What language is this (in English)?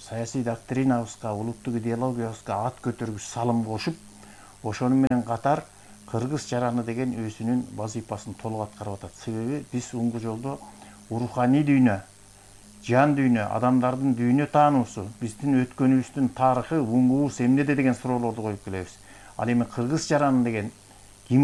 Kyrgyz